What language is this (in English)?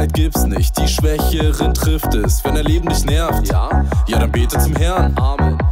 German